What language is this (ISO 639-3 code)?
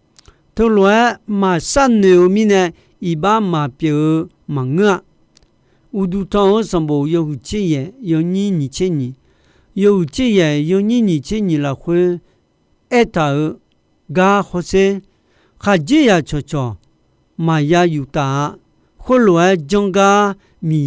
ahk